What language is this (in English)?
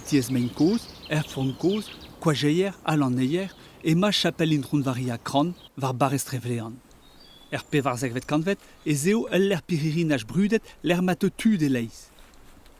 Breton